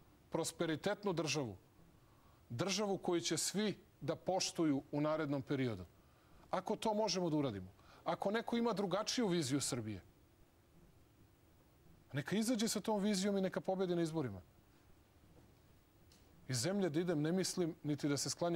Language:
Serbian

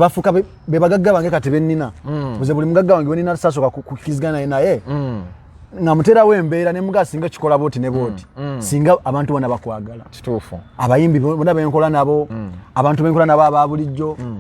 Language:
Ganda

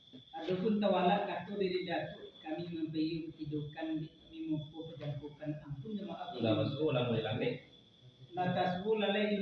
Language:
Minangkabau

